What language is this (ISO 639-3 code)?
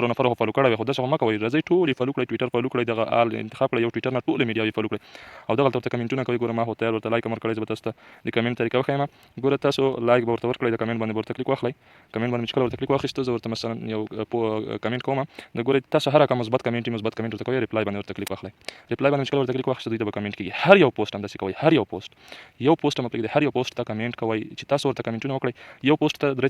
pus